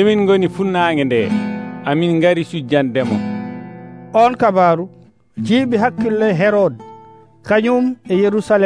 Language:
Nigerian Fulfulde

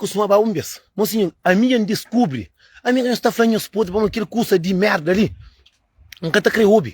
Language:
Kabuverdianu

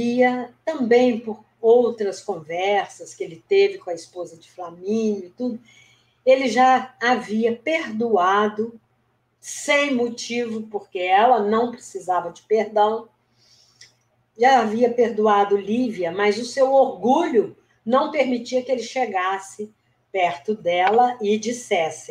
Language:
Portuguese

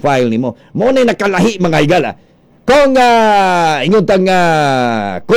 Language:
Cebuano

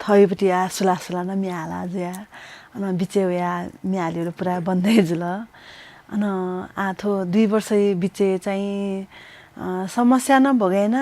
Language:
Newari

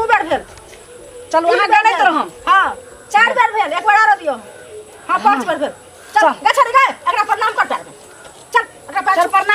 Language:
Maithili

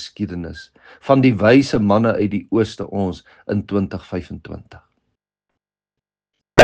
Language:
Afrikaans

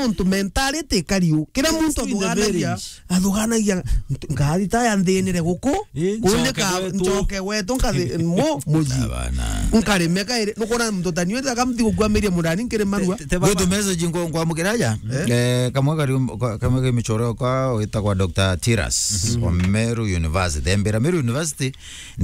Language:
Meru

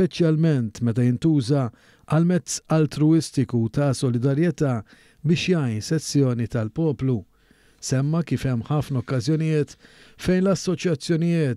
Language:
Maltese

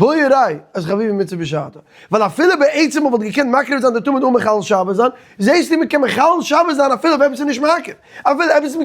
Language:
Yiddish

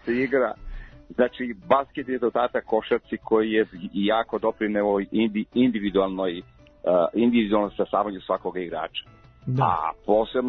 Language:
Serbian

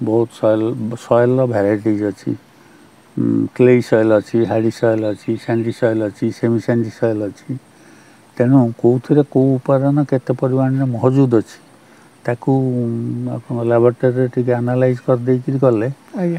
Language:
Odia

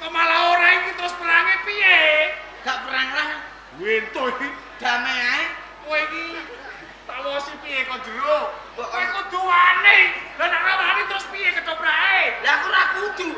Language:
Javanese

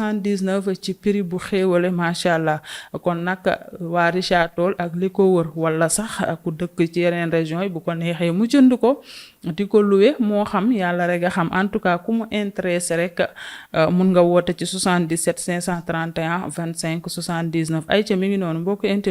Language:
Wolof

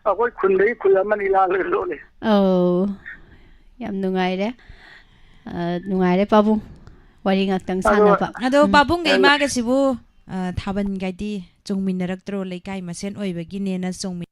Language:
Manipuri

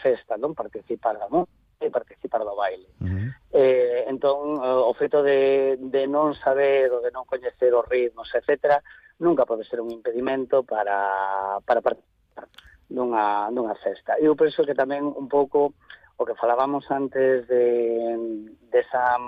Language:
Galician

